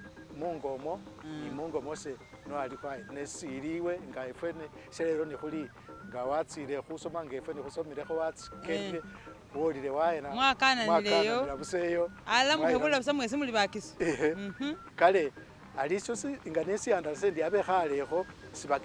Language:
Masaaba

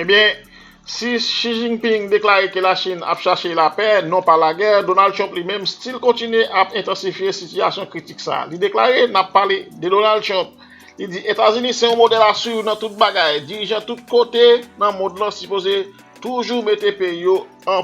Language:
Haitian Creole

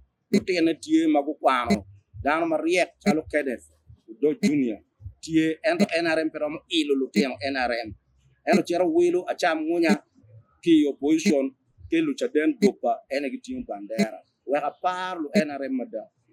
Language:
Acoli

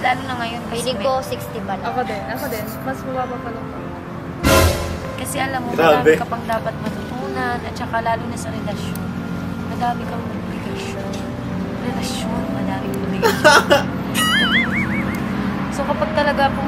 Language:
Filipino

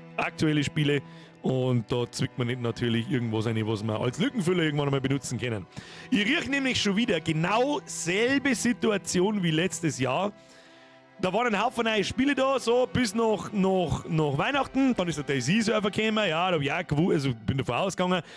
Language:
Bavarian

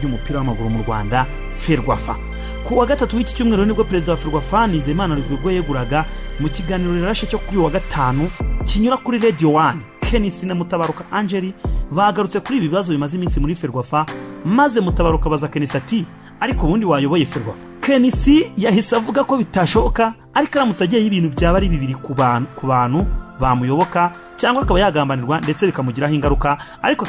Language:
Kinyarwanda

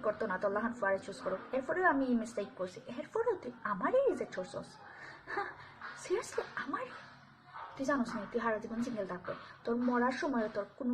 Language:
Sylheti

